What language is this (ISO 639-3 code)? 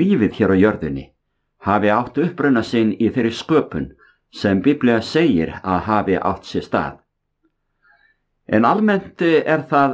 isl